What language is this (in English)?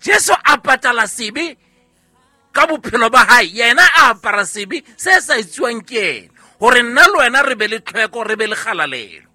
Southern Sotho